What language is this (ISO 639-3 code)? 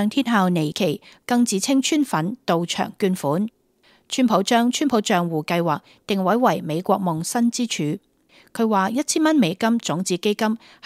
yue